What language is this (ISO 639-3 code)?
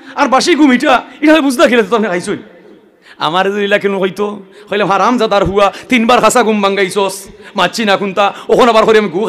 syl